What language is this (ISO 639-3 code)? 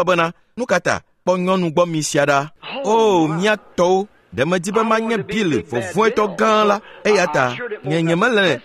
ewe